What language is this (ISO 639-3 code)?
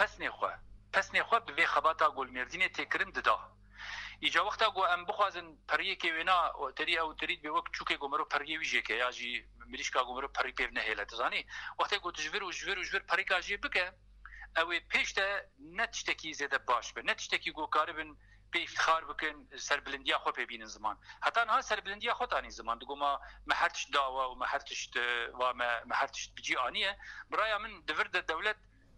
kur